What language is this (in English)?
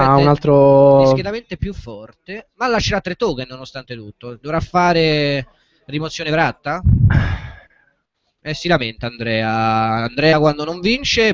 Italian